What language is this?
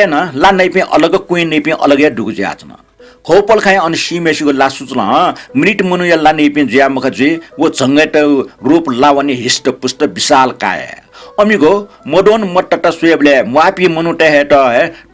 Newari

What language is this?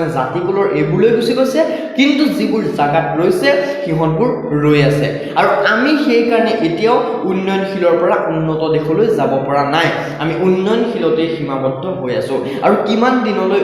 Assamese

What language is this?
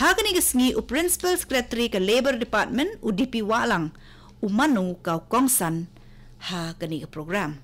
Khasi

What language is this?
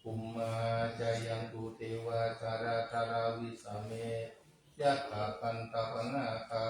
Pali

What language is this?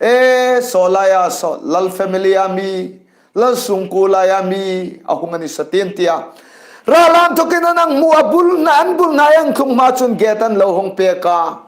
Hmar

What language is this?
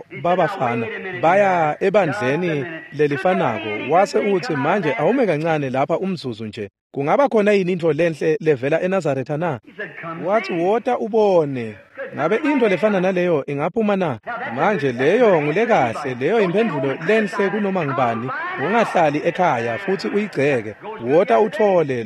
Swati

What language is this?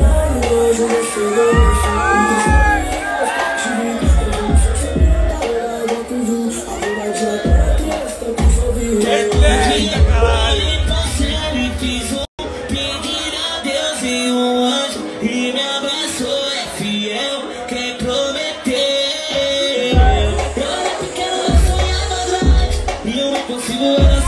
Portuguese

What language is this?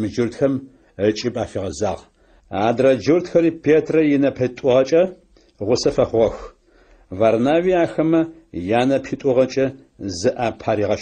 Adyghe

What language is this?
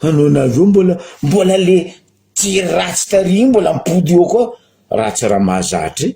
Malagasy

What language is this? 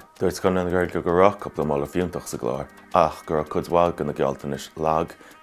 Irish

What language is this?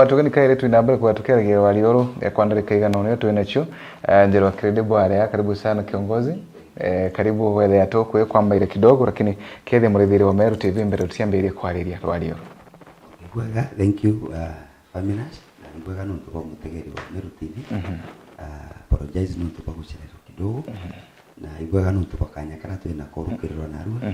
Meru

